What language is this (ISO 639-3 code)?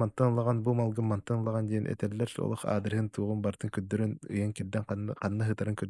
sah